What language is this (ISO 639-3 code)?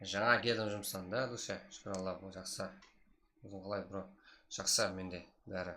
kaa